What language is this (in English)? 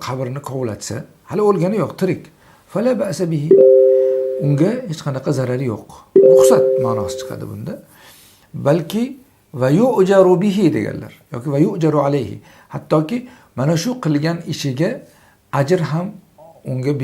Uzbek